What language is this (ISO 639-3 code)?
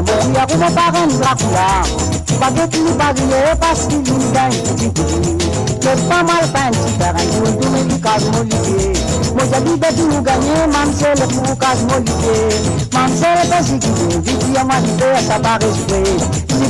mfe